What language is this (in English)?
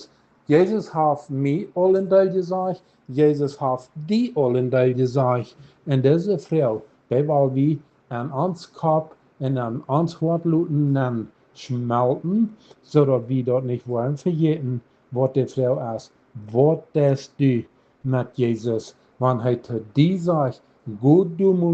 Plautdietsch